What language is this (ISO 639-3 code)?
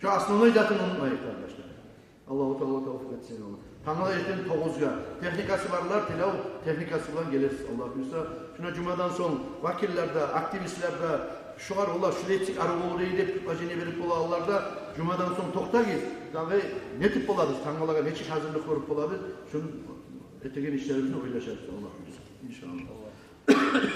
kum